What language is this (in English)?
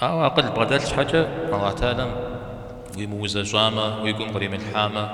Kabardian